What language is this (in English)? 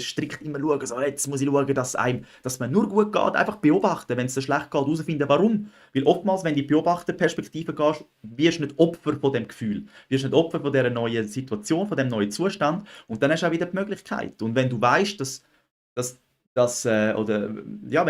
Swiss German